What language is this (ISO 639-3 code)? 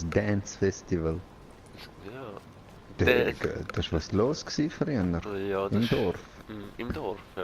gsw